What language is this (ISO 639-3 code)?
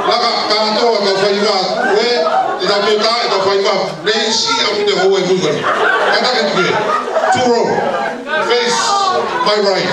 ton